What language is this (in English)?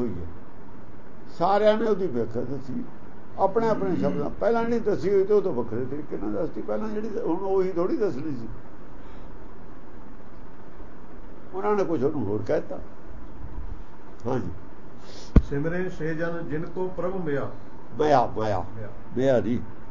Punjabi